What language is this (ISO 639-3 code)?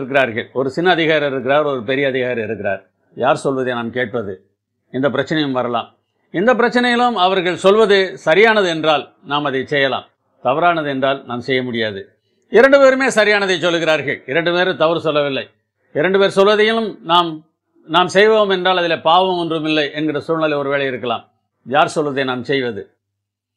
tam